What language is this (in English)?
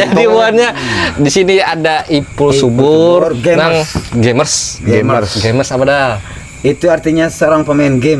Banjar